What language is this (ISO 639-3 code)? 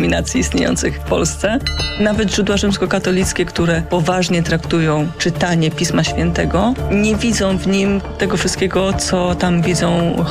pol